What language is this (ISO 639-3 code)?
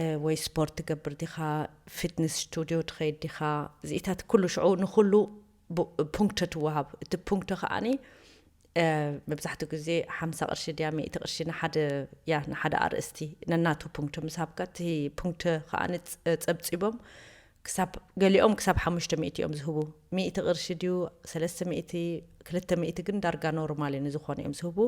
tir